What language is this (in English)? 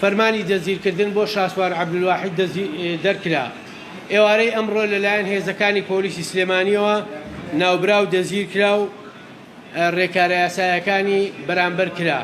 Central Kurdish